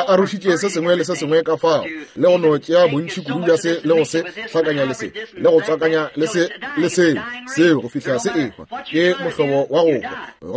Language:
Northern Sotho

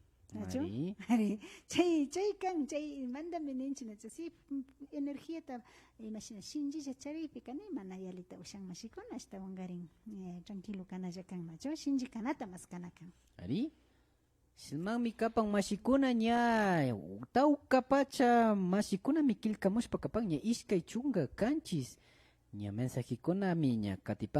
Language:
Imbabura Highland Quichua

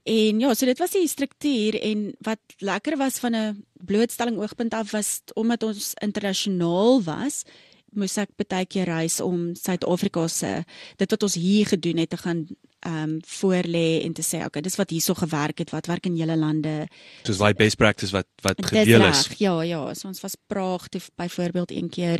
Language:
Afrikaans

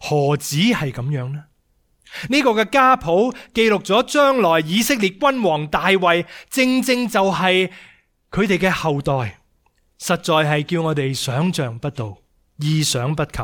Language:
Cantonese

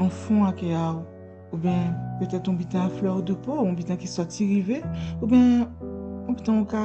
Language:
Guadeloupean Creole French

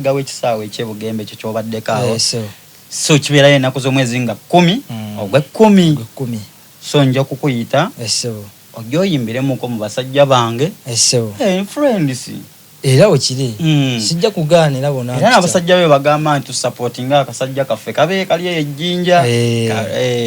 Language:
Soga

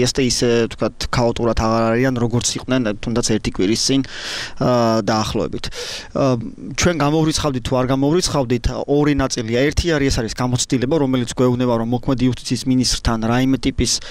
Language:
Georgian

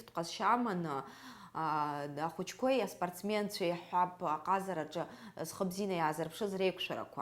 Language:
Abkhazian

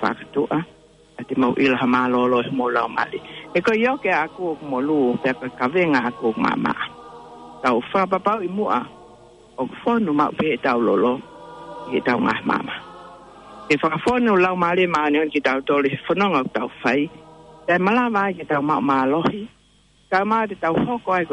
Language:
Tongan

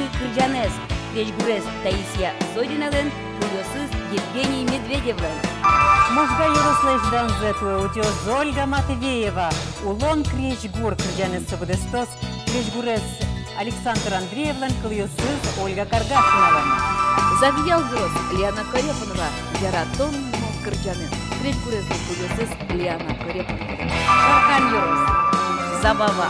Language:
Udmurt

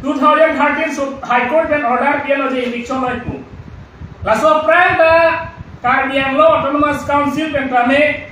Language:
Karbi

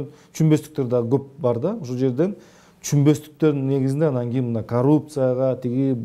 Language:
Kyrgyz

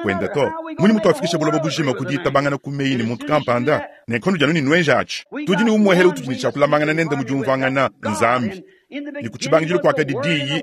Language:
Luba-Lulua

